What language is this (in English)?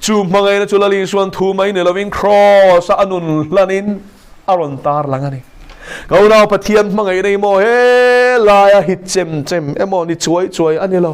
Mizo